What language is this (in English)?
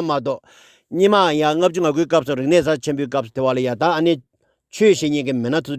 Tibetan